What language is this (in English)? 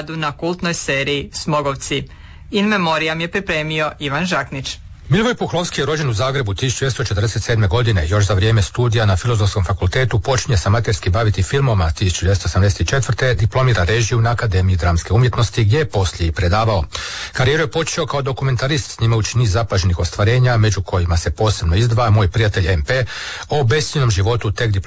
Croatian